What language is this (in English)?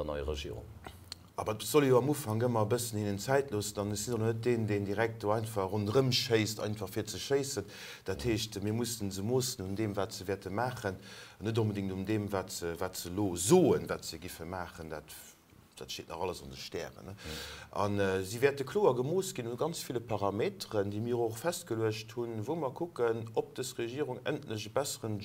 Luxembourgish